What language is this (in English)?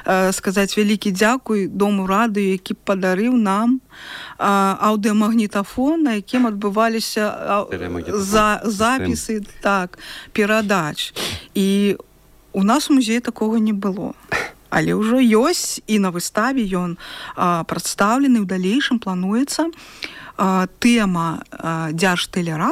Belarusian